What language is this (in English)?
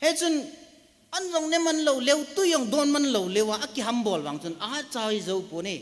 Thado Chin